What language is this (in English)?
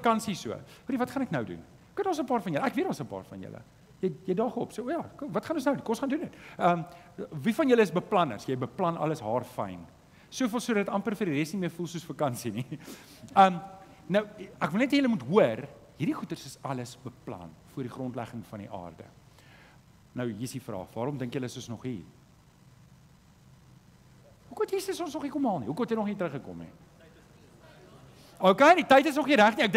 Afrikaans